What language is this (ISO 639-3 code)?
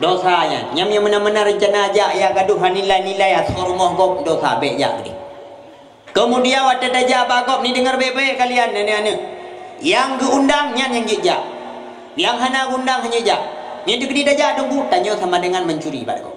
ace